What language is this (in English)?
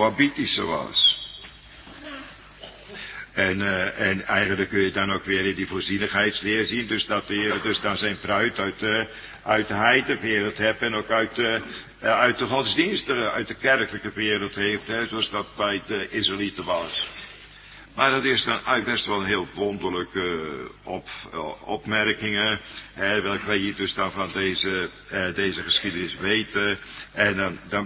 Dutch